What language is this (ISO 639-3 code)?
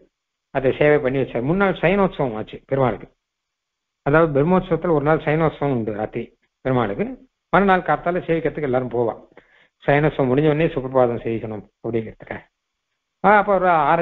tam